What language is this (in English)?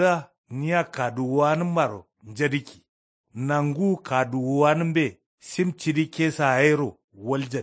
Kanuri